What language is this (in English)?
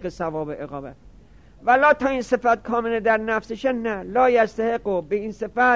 Persian